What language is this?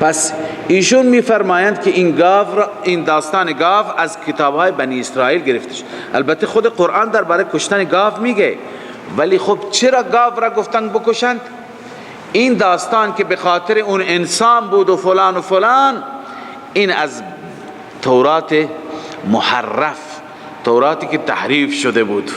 Persian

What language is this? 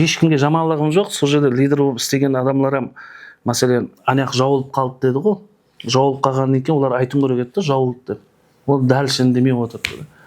Kara-Kalpak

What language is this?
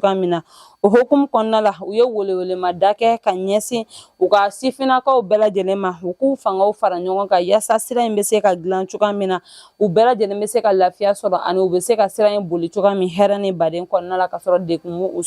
Bambara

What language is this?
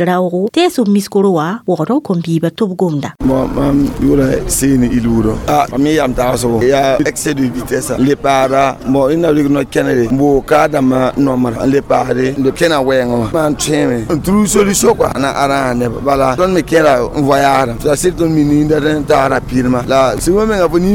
Mossi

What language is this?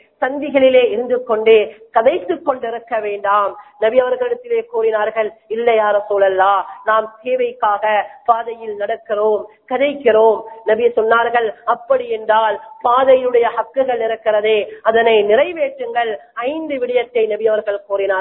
Tamil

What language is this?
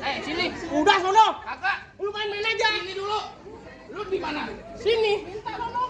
Betawi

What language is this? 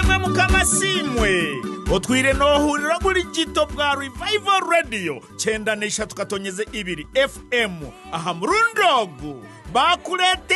Nyankole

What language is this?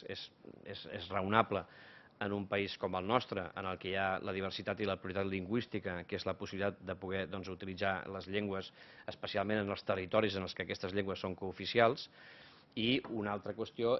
Catalan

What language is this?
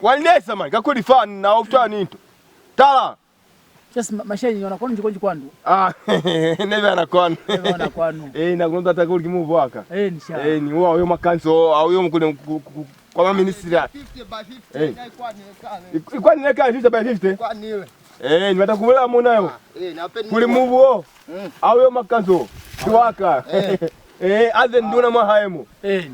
Lozi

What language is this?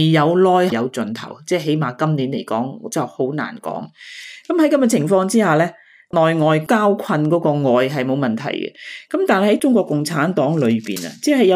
Cantonese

